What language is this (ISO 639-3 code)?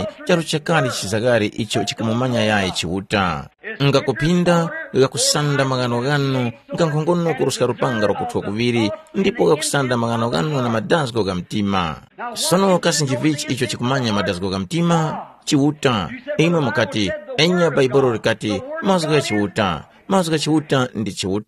tum